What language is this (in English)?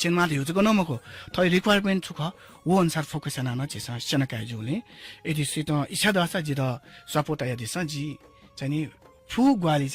Newari